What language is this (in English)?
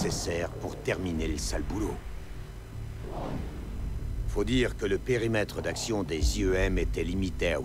French